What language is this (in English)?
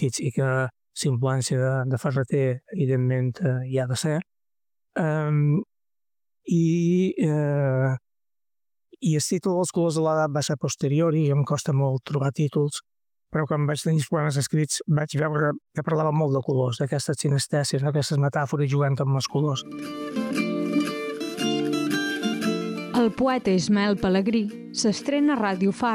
Catalan